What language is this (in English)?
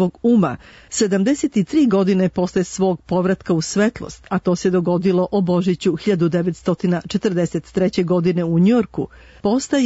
Serbian